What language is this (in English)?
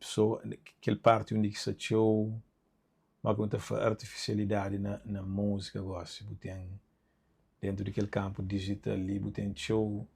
Kabuverdianu